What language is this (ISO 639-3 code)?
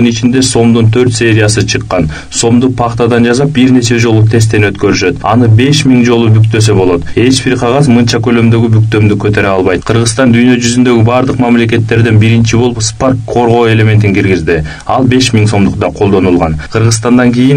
kir